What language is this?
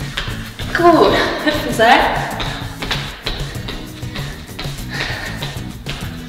German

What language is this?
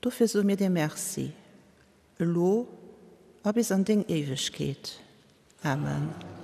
Luxembourgish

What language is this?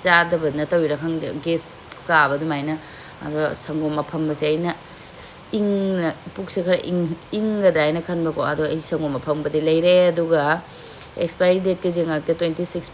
Manipuri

